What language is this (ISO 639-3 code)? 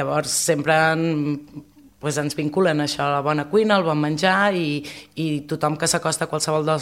cat